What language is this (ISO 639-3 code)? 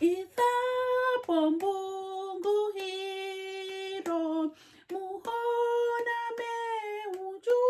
her